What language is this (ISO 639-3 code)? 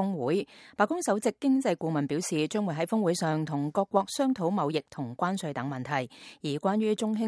yue